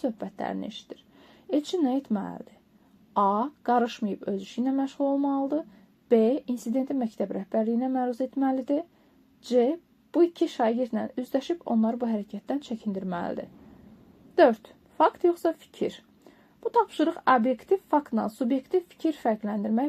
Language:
Azerbaijani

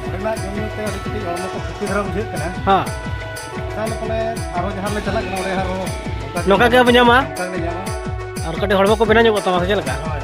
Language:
Santali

